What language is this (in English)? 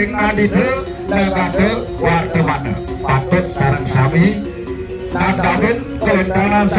Balinese